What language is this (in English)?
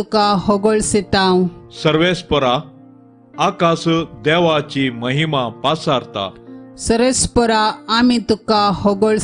Konkani